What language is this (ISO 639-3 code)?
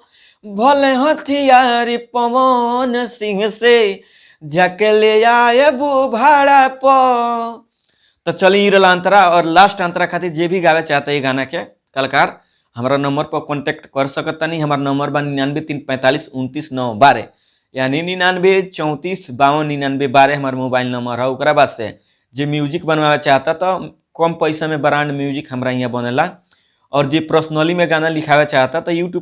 bho